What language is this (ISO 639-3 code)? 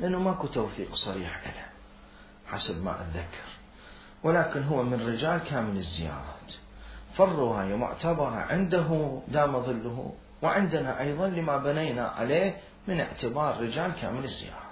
acm